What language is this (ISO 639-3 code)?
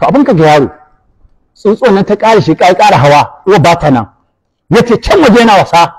hau